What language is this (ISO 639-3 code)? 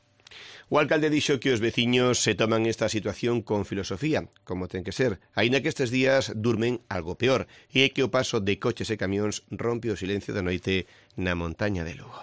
glg